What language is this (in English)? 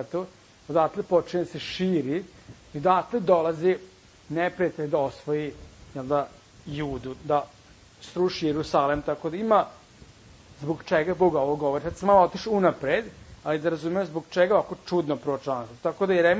Serbian